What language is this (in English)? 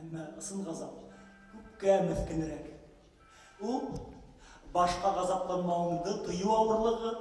Bashkir